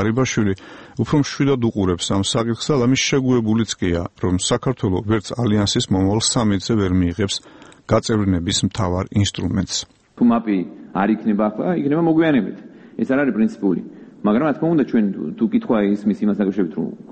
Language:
Georgian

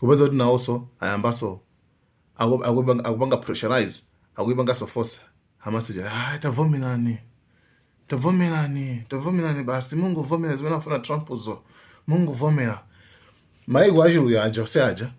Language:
Nyanja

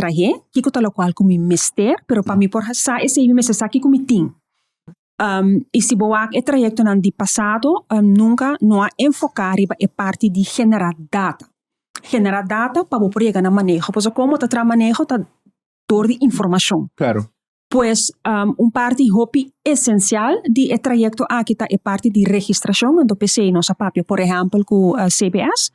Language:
Papiamento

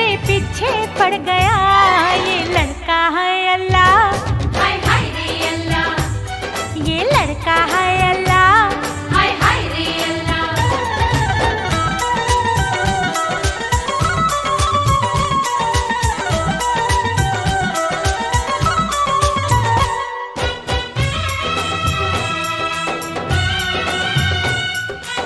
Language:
Hindi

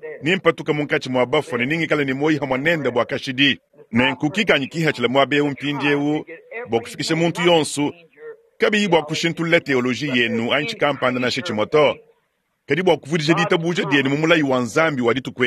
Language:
Luba-Lulua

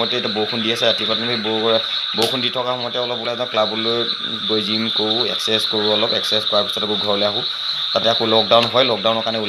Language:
Assamese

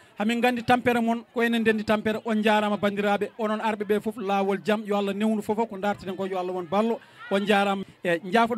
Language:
Fula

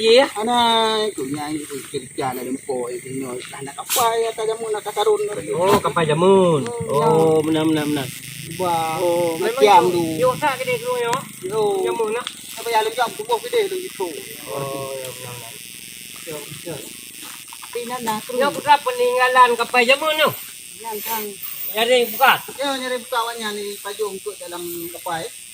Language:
Achinese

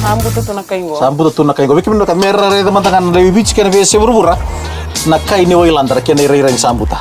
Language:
Fijian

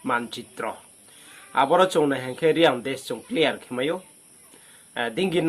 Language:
Riang (India)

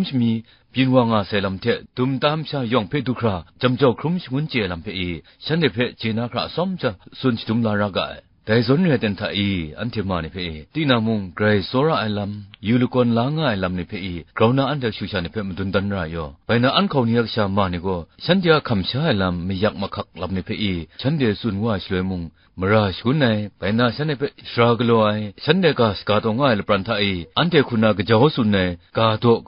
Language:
Kachin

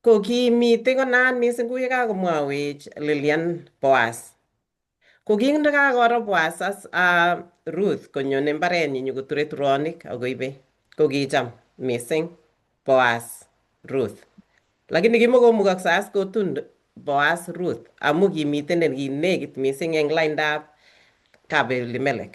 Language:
Kalenjin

